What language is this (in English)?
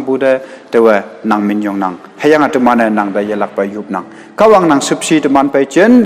Konyak Naga